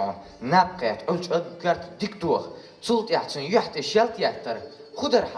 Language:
Chechen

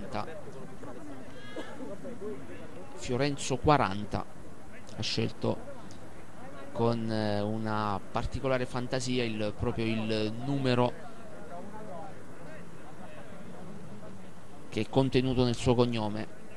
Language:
Italian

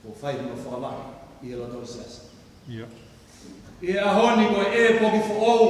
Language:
Tongan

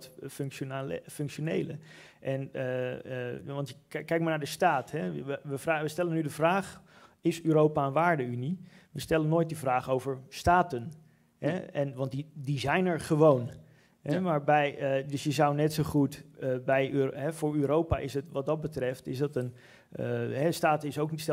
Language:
Dutch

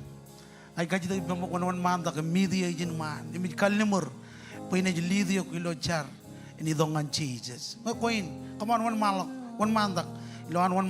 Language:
Marshallese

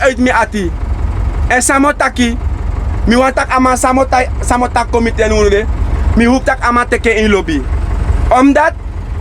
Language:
Sranan Tongo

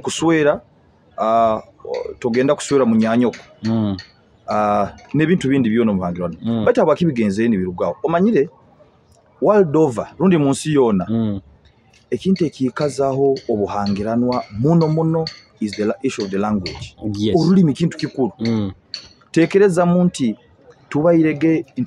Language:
Nyoro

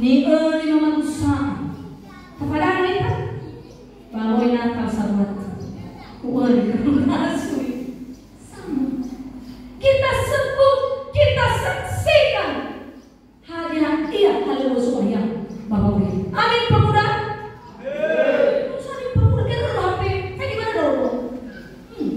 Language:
Nias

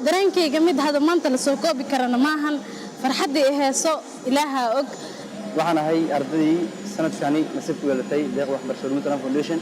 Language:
Somali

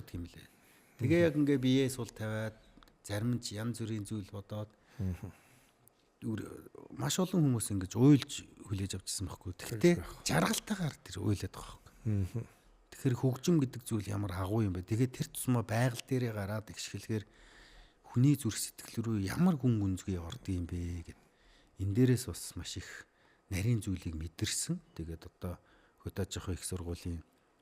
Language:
Mongolian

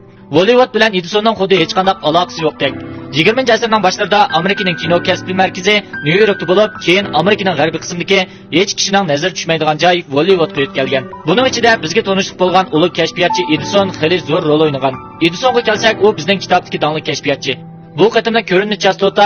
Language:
Uyghur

